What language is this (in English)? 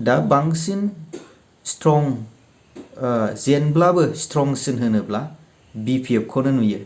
Bodo